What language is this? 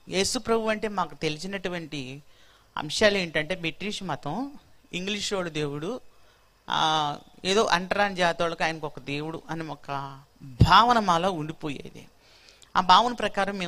Telugu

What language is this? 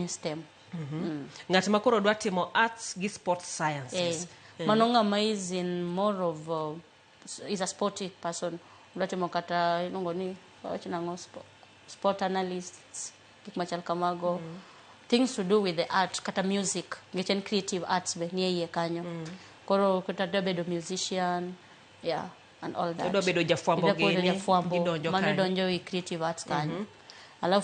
Luo (Kenya and Tanzania)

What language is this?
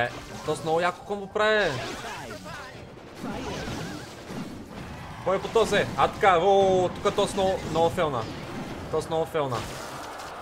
Bulgarian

